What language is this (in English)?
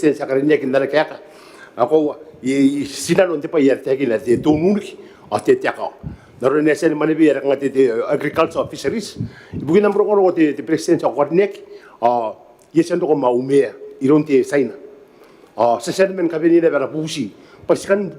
Gilbertese